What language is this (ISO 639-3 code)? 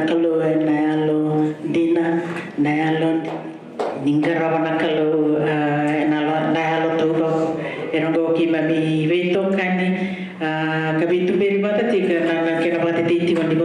fij